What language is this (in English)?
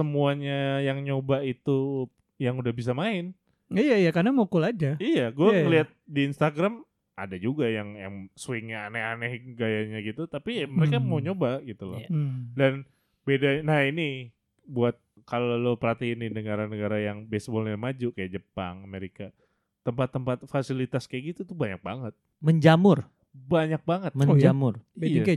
Indonesian